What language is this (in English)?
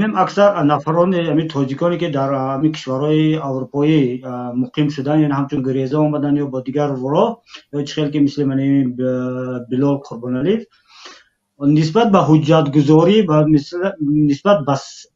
Tajik